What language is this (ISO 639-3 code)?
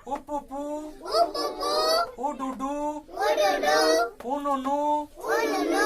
sat